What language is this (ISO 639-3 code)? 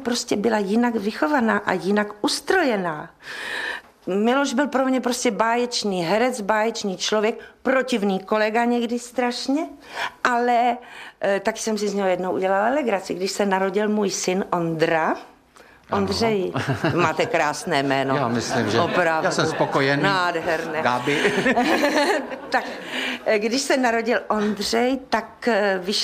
ces